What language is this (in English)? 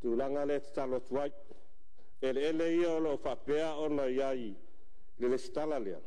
Samoan